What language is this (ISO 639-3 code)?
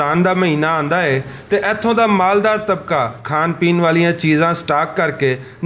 lah